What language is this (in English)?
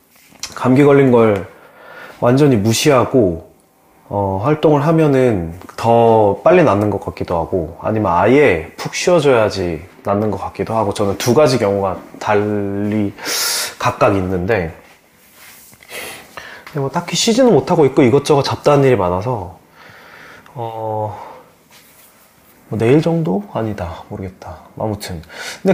Korean